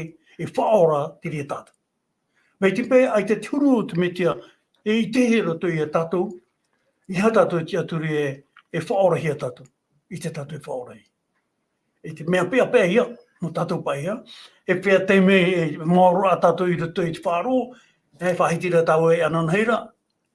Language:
Tahitian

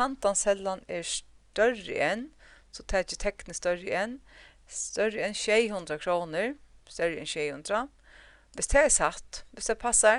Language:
Faroese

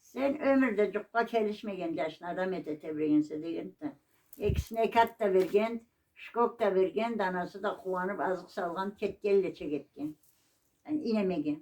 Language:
Karachay-Balkar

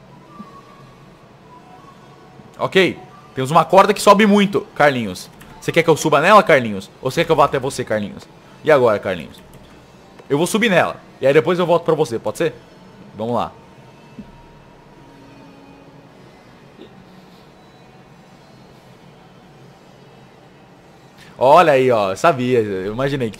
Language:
Portuguese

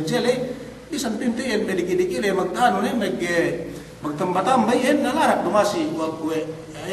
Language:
Yakan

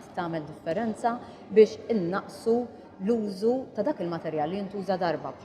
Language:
Maltese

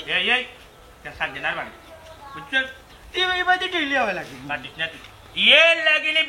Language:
Sylheti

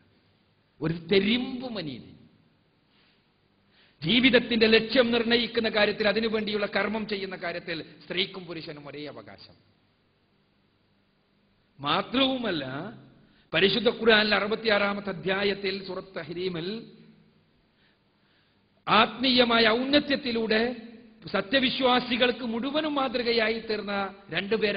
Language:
Malayalam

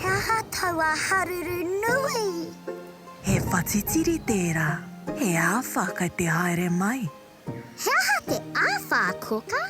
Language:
Māori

